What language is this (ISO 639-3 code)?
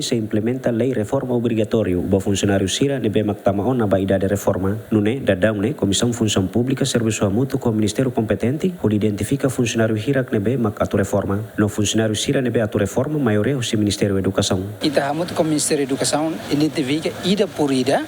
tet